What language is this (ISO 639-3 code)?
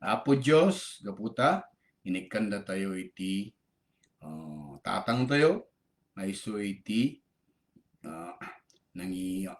ilo